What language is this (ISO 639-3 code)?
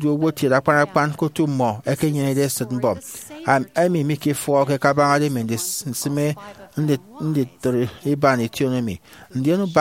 efi